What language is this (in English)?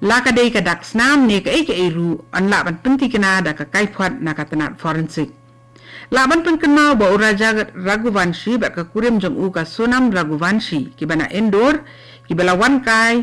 Khasi